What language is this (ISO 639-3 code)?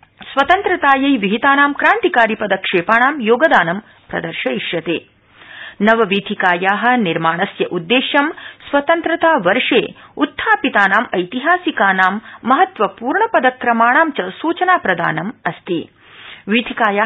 san